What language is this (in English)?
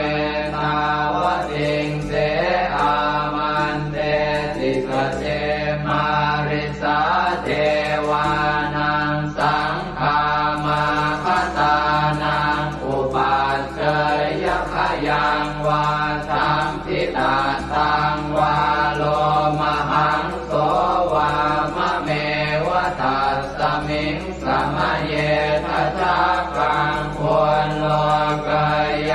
Pali